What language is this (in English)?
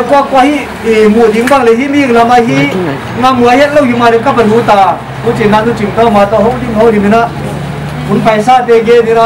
Paite Chin